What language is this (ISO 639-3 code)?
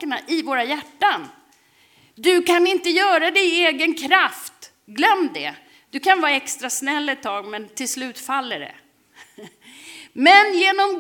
swe